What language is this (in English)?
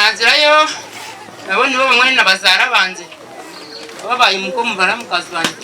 Nyankole